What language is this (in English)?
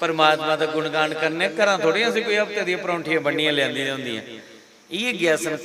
Dogri